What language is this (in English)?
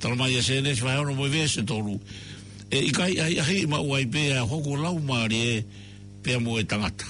Tongan